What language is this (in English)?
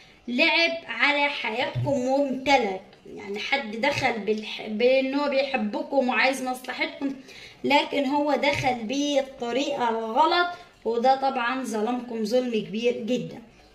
Egyptian Arabic